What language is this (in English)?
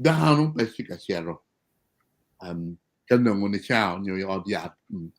Acoli